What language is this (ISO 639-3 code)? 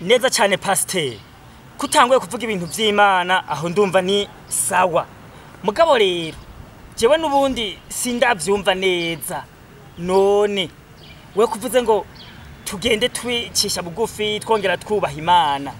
run